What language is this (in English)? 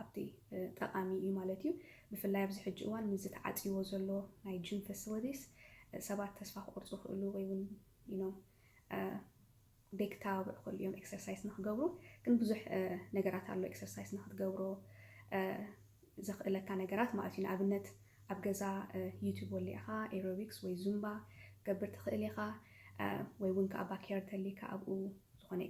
Tigrinya